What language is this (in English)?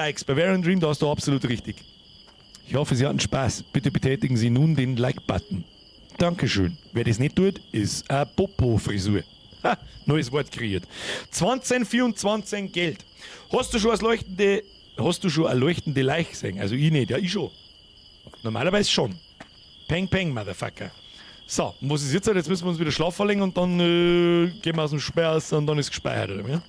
Bavarian